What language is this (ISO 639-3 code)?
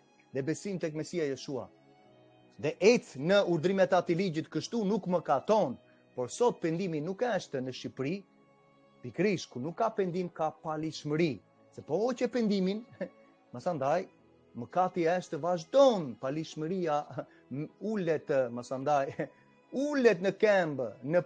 sqi